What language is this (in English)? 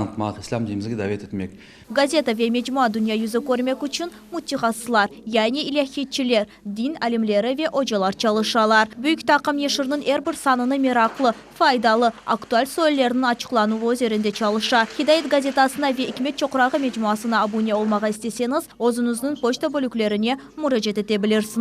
Crimean Tatar